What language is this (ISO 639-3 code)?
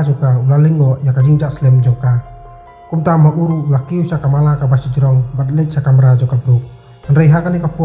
kha